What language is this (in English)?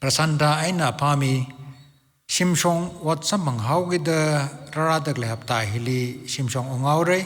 Tangkhul Naga (India)